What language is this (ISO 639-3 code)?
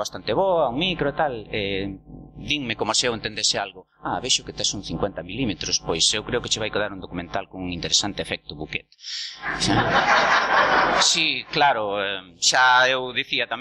glg